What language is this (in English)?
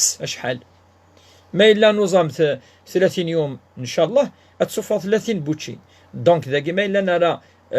Kabyle